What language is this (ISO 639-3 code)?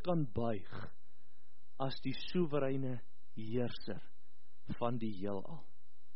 afr